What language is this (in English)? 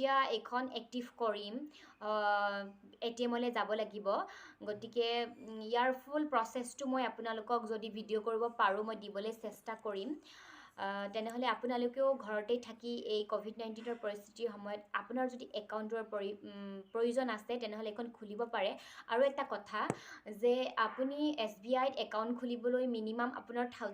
Assamese